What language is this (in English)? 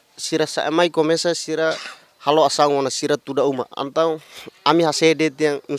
Tetum